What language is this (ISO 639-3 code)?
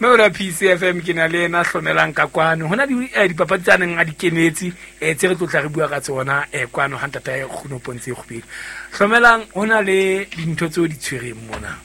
sot